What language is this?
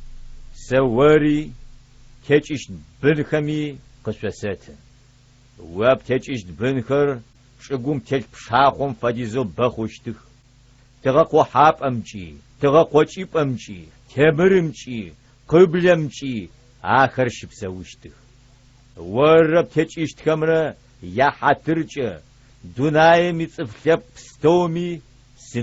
Adyghe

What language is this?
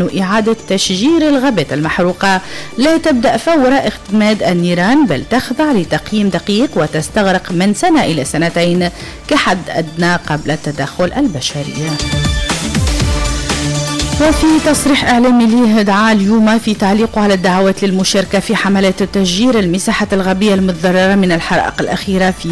Tunisian Arabic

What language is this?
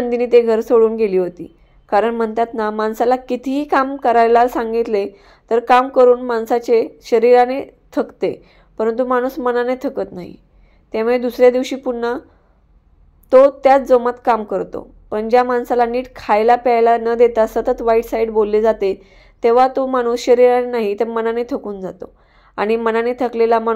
Marathi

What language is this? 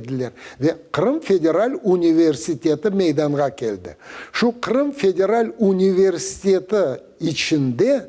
Crimean Tatar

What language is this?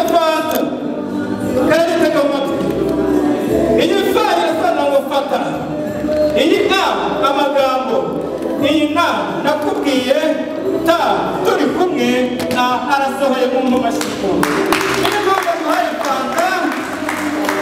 Kinyarwanda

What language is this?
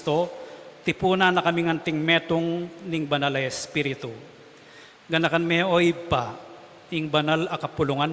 Pampanga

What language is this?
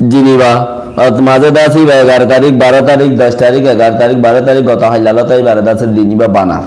Rohingya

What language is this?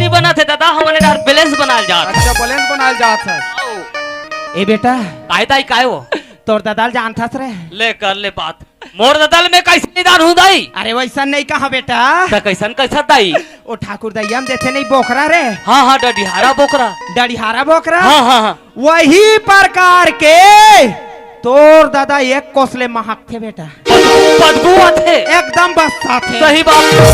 Chhattisgarhi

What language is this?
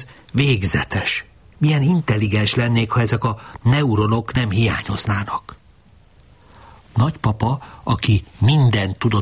Hungarian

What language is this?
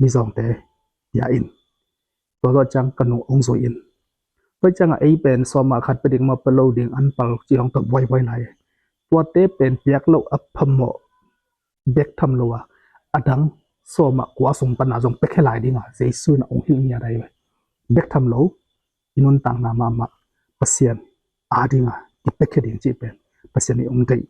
Tedim Chin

